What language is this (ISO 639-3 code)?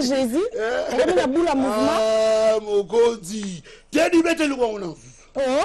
lin